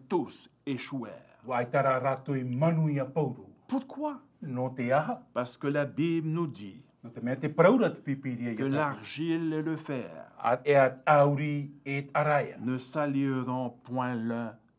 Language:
Tahitian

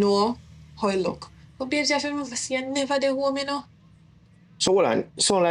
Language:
Jamaican Creole English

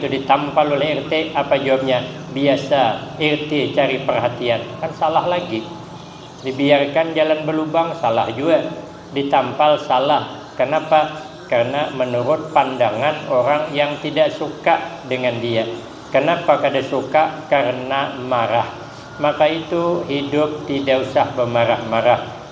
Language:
Banjar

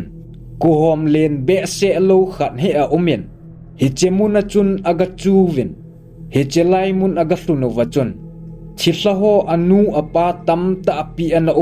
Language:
Thado Chin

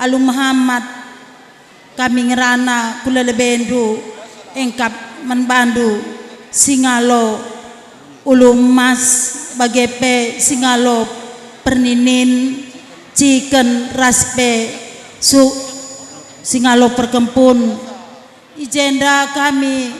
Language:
Batak Karo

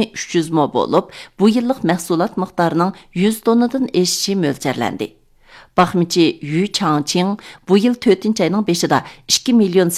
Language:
Uyghur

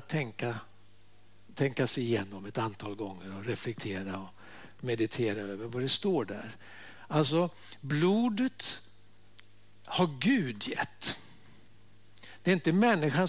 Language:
Swedish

